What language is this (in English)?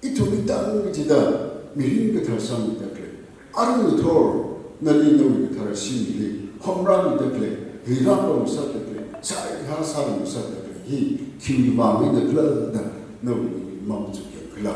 Tangkhul Naga (India)